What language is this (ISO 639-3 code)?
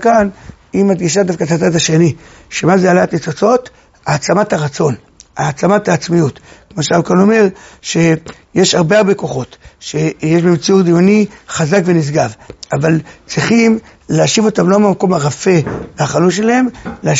heb